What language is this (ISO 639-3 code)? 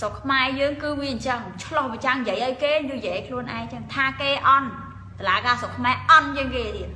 khm